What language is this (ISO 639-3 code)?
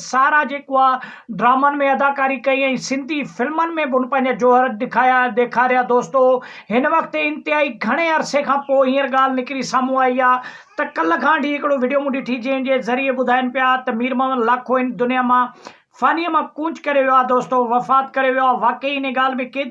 snd